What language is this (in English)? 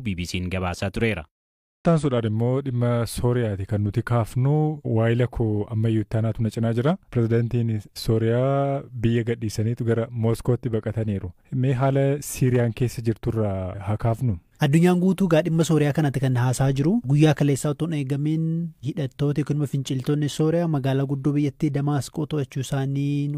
Oromo